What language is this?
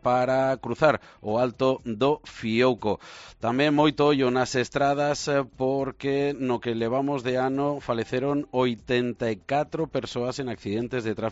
Galician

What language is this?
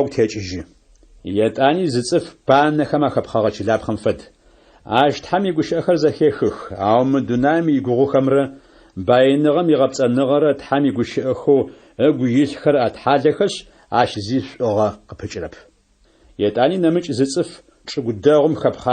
Adyghe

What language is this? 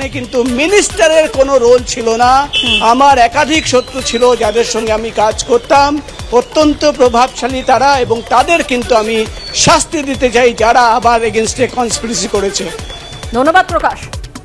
Bangla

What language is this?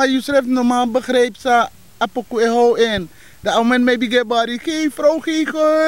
Sranan Tongo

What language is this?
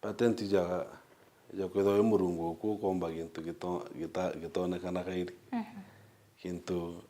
Meru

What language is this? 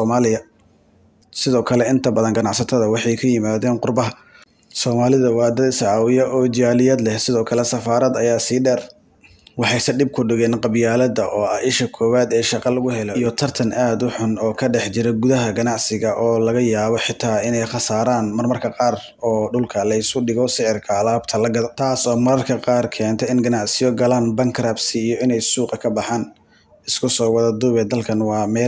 Somali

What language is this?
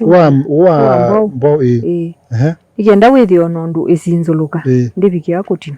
Kamba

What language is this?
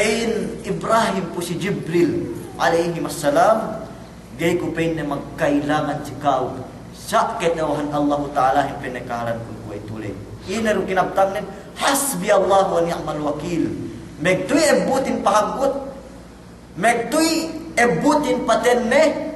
Yakan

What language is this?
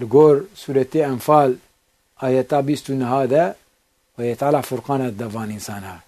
Kurdish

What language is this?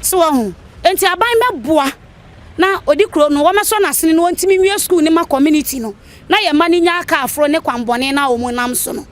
Akan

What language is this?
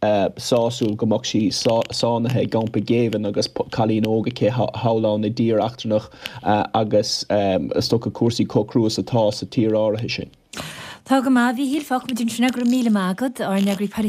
Irish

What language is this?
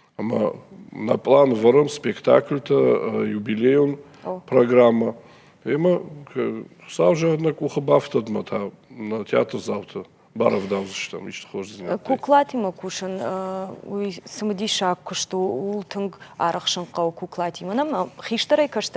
Ossetic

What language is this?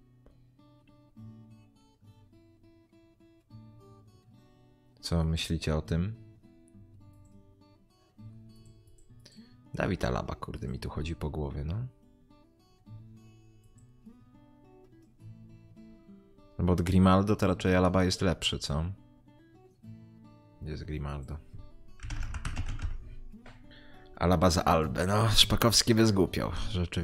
Polish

